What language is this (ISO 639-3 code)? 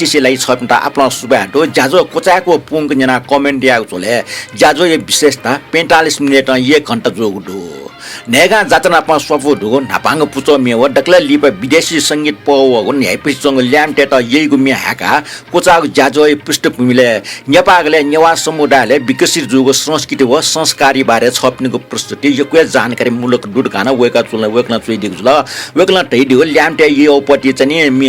new